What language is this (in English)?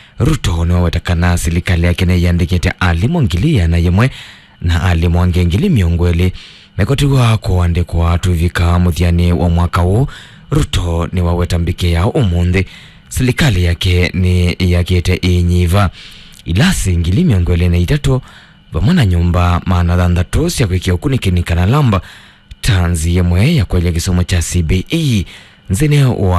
Kamba